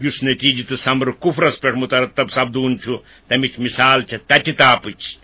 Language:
Kashmiri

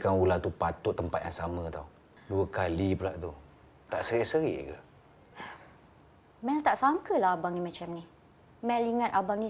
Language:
Malay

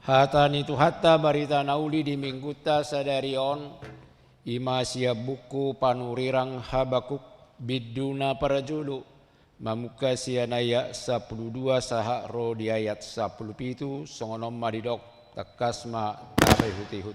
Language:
Batak Toba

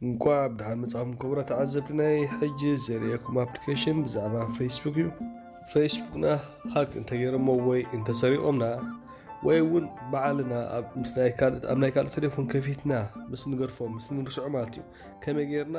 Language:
Tigrinya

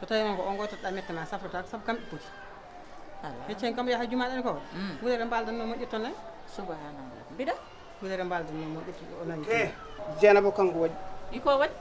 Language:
Fula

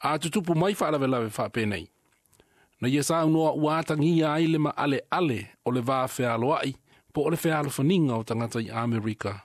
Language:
Samoan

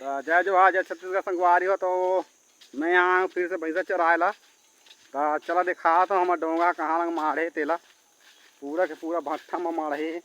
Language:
Chhattisgarhi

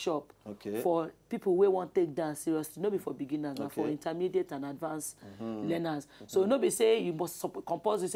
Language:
Nigerian Pidgin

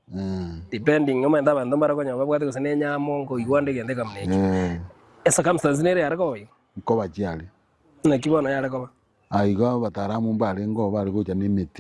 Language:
Gusii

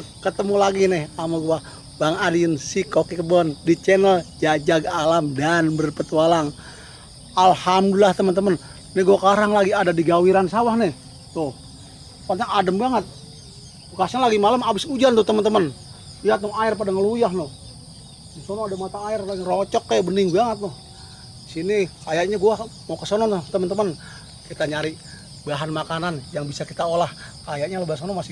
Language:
Betawi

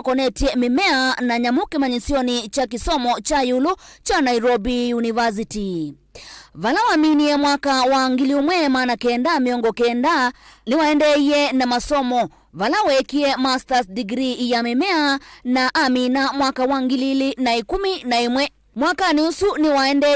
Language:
Kamba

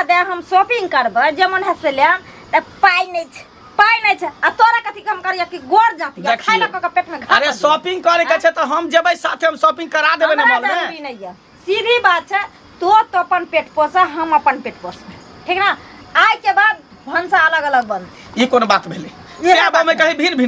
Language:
Maithili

